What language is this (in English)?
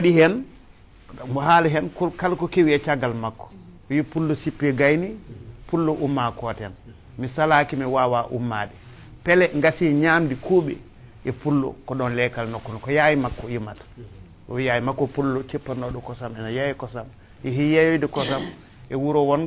Fula